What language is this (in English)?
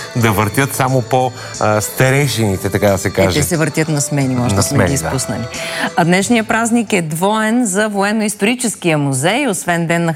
Bulgarian